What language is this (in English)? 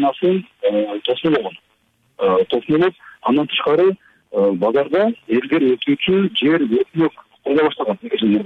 Kyrgyz